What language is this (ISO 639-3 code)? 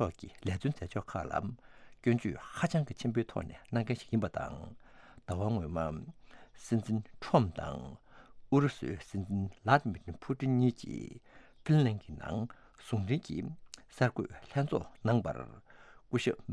bod